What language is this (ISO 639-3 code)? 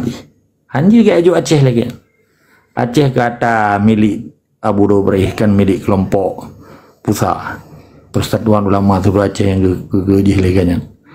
ace